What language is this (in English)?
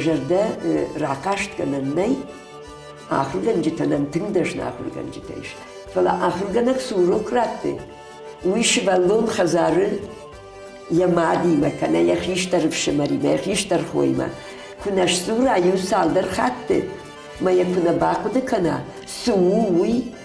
Ossetic